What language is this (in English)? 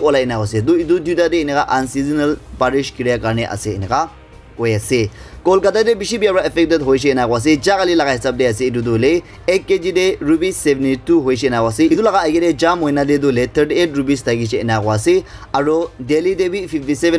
Naga Pidgin